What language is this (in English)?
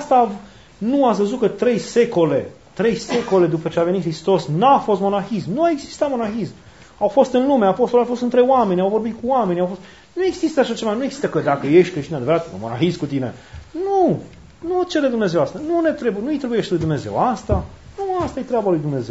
Romanian